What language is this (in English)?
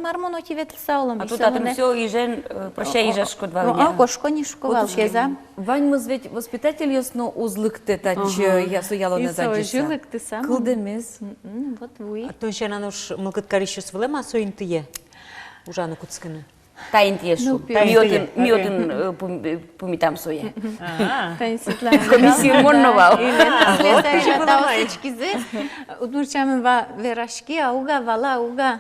Udmurt